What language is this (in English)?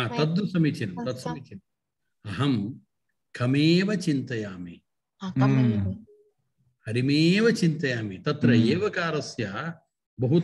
Sanskrit